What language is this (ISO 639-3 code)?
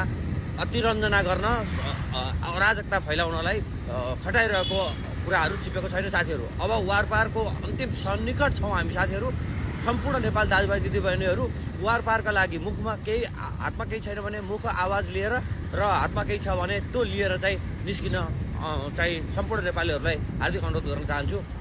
nep